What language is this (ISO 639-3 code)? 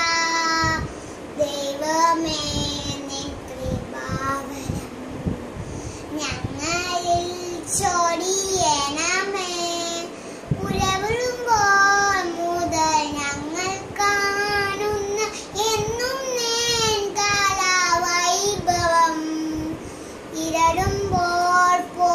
mal